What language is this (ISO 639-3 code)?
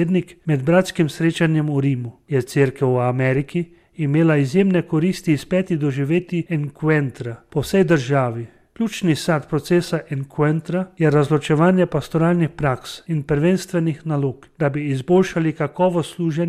slv